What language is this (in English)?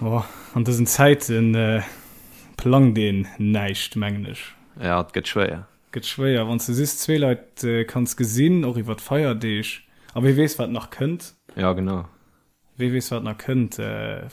Luxembourgish